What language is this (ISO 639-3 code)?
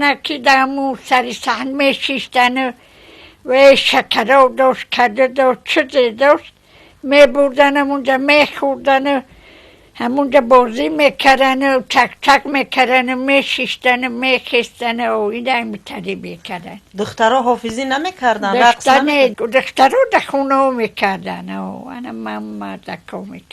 tgk